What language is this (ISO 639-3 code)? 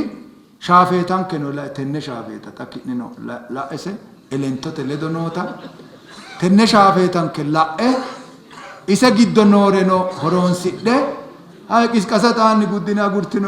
sid